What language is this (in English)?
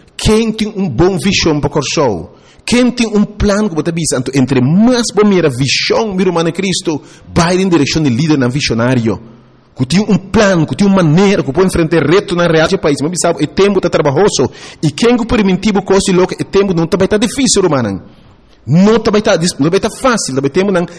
Papiamento